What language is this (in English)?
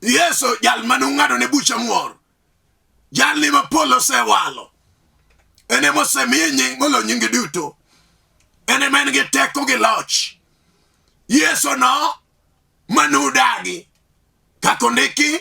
Luo (Kenya and Tanzania)